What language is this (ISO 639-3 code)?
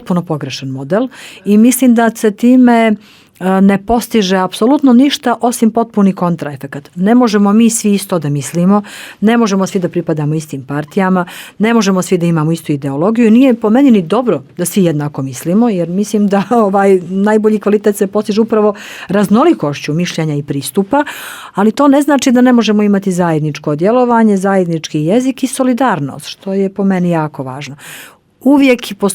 bos